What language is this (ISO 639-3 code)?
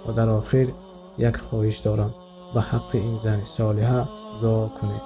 tgk